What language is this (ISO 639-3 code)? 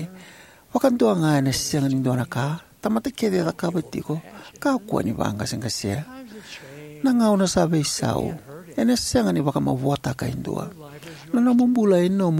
fij